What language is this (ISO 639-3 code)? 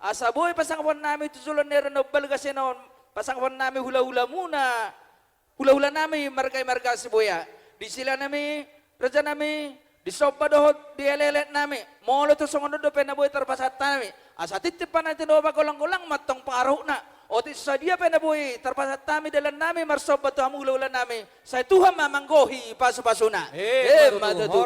bbc